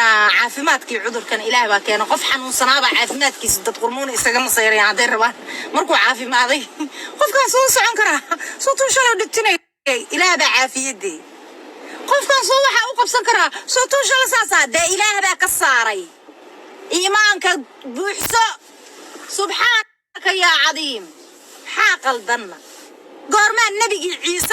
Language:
Somali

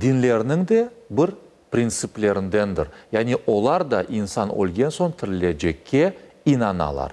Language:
Crimean Tatar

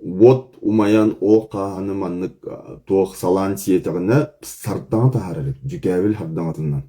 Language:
Yakut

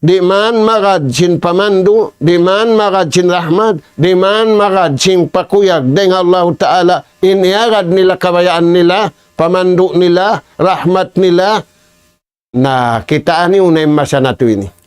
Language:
Tausug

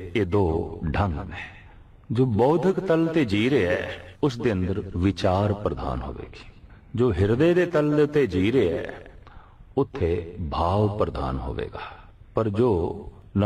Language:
Punjabi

